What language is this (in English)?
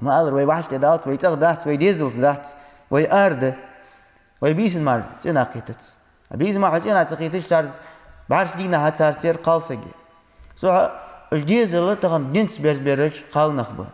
Ingush